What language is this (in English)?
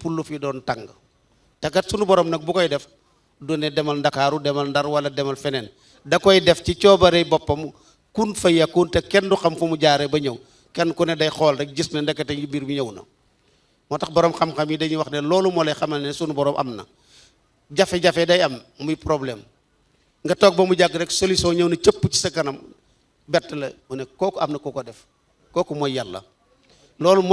Wolof